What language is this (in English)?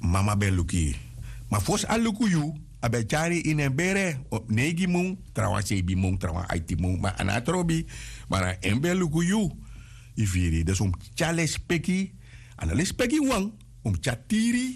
Sranan Tongo